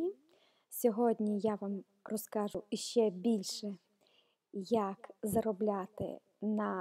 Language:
Ukrainian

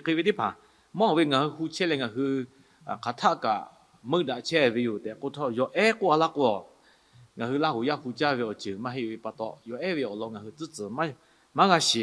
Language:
Lahu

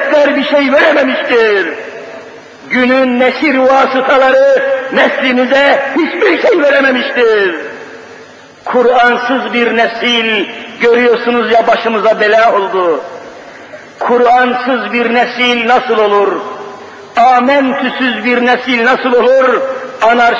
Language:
Turkish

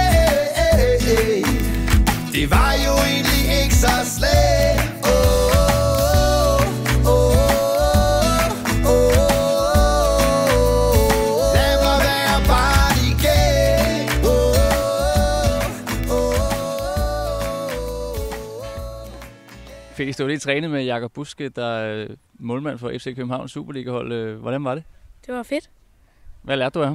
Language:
Danish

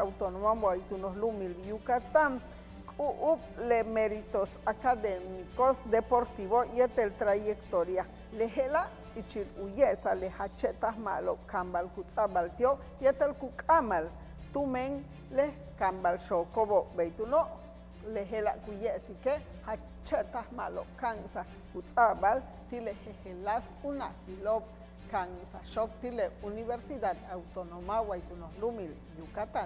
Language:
Yucateco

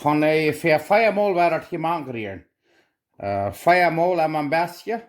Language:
Plautdietsch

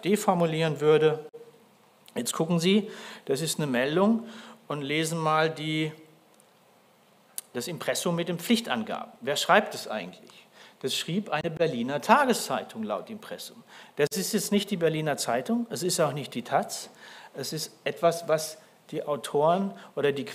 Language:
German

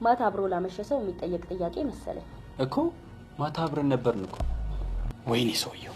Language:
Amharic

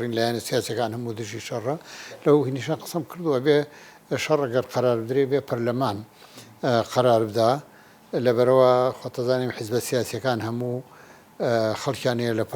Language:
Central Kurdish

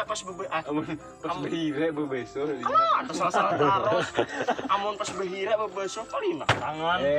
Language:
Banjar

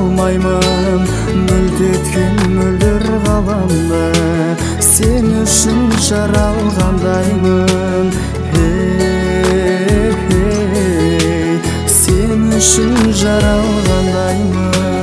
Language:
Kazakh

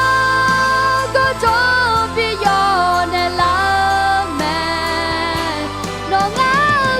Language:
Akha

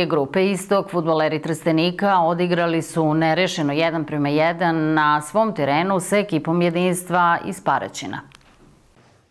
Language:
Serbian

